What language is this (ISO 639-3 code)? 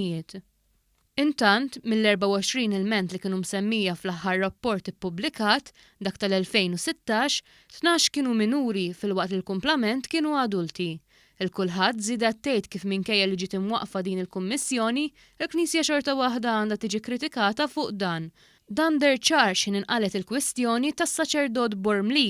mlt